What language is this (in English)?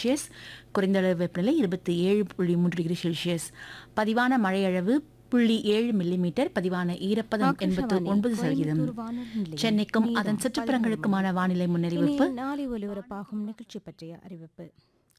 Tamil